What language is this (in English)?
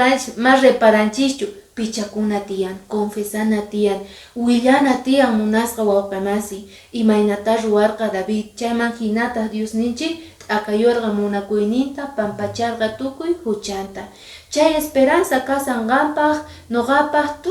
Quechua